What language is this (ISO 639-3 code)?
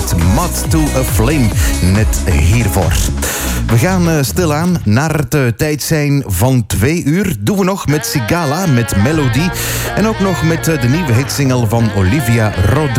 nld